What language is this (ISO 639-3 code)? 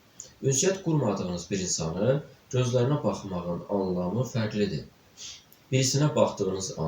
aze